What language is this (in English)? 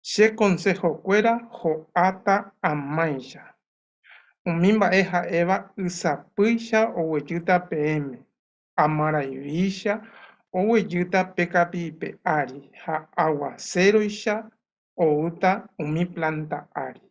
Guarani